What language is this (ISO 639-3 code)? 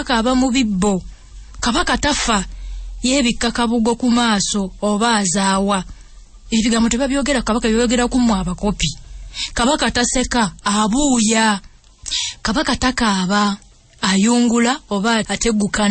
lug